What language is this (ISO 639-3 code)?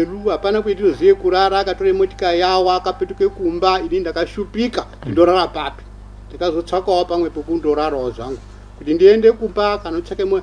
sna